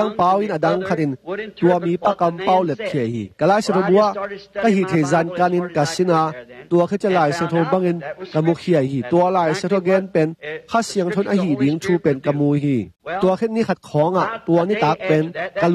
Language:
Tedim Chin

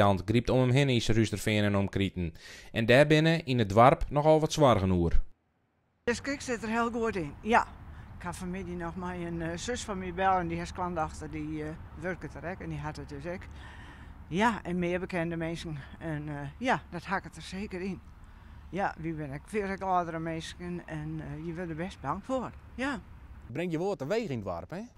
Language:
Western Frisian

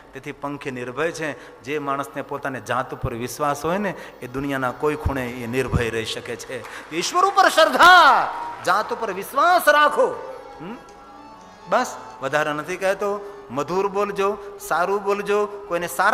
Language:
Gujarati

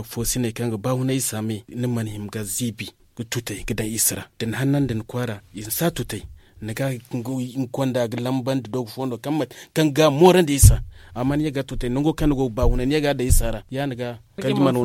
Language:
Zarma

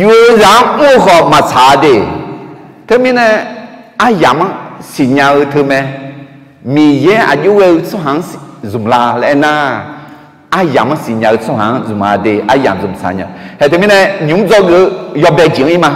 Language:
Akha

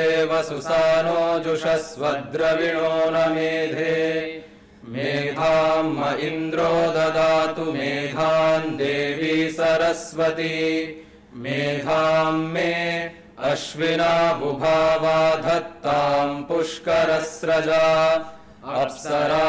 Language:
Sanskrit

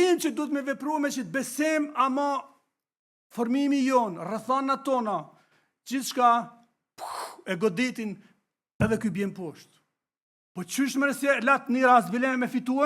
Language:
Albanian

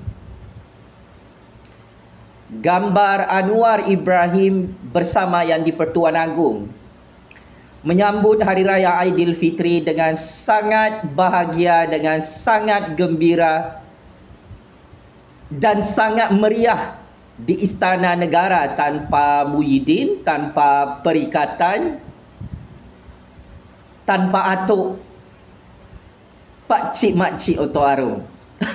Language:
Malay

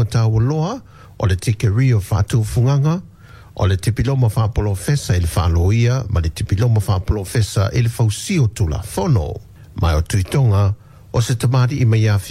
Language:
Samoan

